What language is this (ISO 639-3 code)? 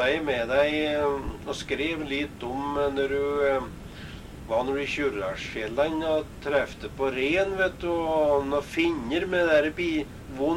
nor